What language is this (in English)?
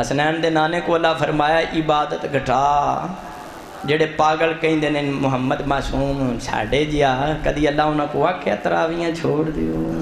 Saraiki